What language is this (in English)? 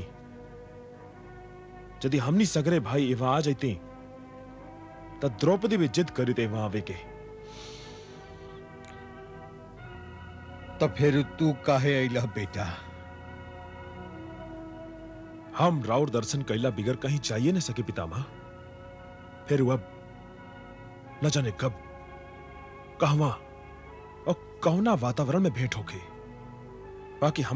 Bhojpuri